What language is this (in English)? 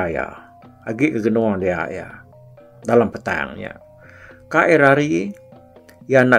Iban